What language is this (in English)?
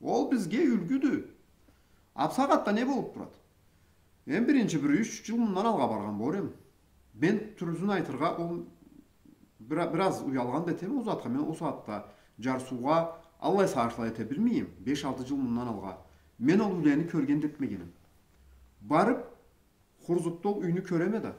Karachay-Balkar